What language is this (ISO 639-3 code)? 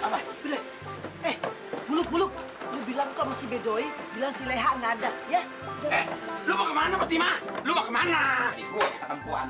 bew